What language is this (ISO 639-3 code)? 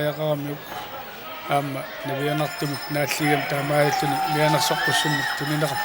kal